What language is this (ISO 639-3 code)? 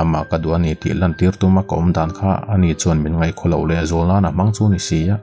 lus